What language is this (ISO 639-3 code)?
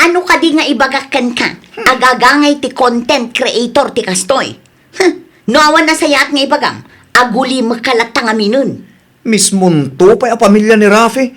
ilo